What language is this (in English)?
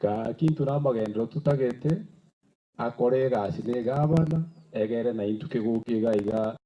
Gusii